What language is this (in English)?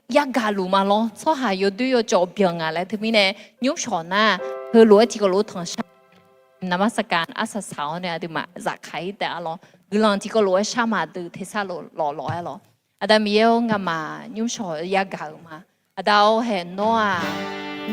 Akha